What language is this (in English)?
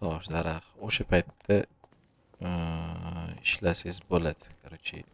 Uzbek